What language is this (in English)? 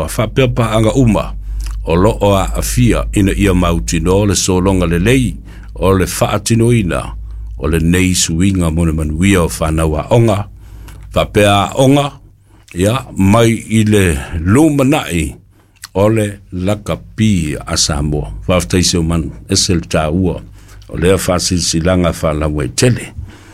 Samoan